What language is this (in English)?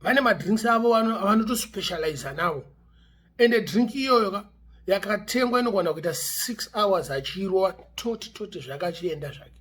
Shona